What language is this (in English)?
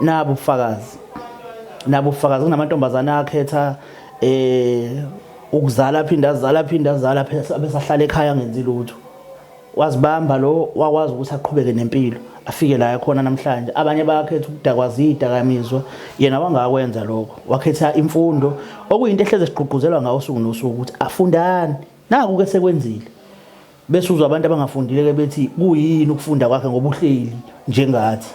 Zulu